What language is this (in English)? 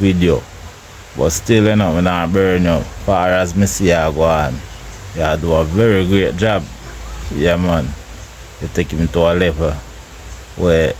Jamaican Creole English